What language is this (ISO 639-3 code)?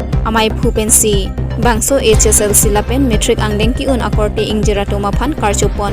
mjw